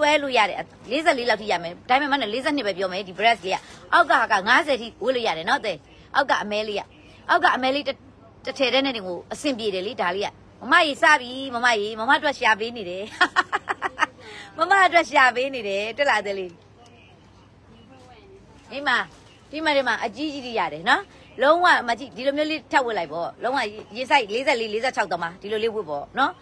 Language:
Burmese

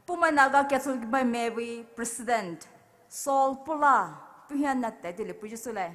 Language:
Poumei Naga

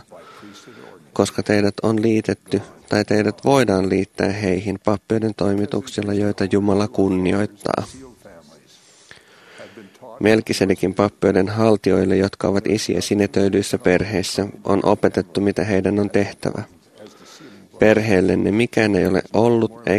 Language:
Finnish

